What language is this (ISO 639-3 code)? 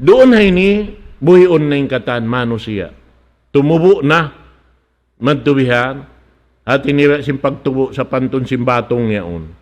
tsg